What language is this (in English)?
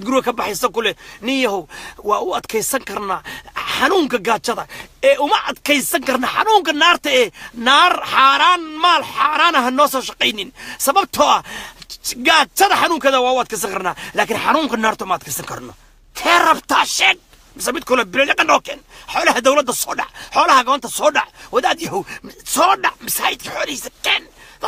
Somali